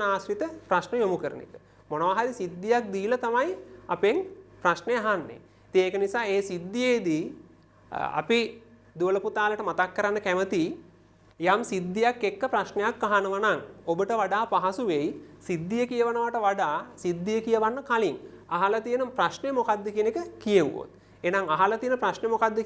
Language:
Sinhala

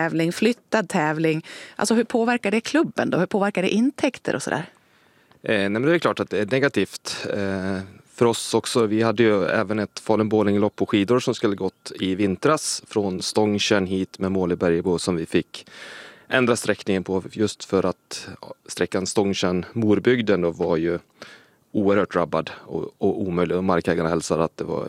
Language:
Swedish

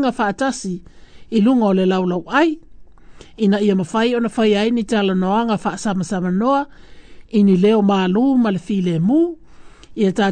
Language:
Samoan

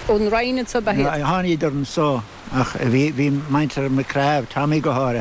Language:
Irish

